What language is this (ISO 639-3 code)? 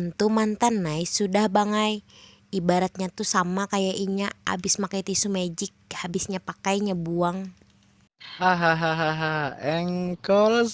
bjn